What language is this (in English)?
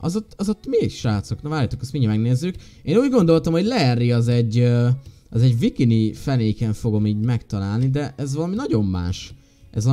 Hungarian